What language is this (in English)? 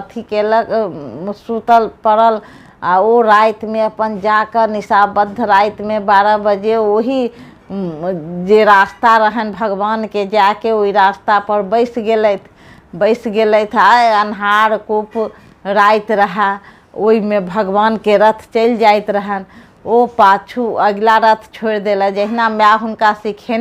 Maithili